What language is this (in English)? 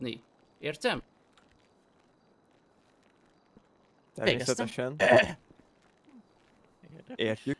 Hungarian